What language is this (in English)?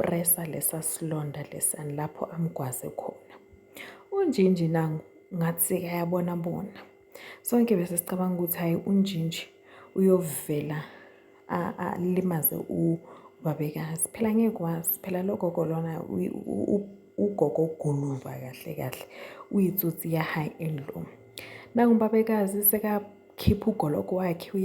Zulu